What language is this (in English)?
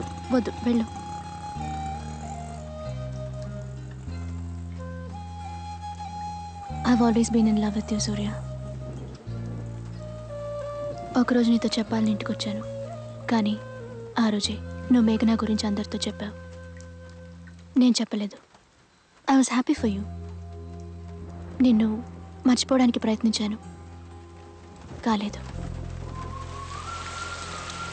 Telugu